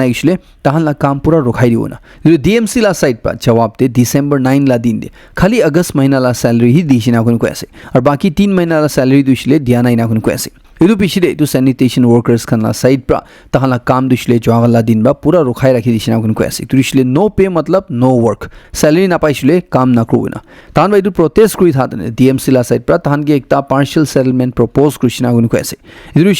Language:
Naga Pidgin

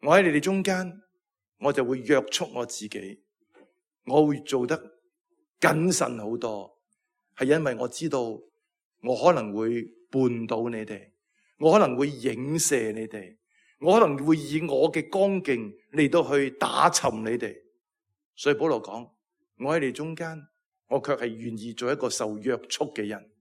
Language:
Cantonese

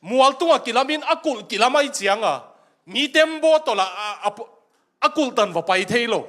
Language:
Tedim Chin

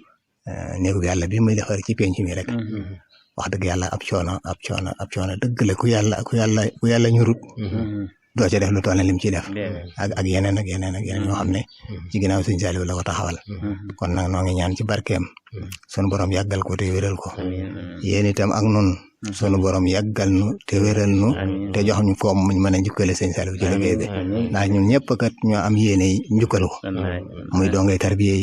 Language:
Wolof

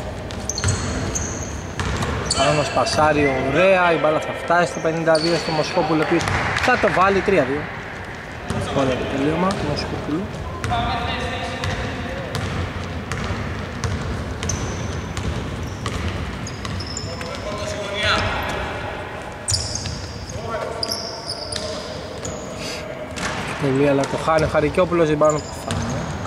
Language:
Greek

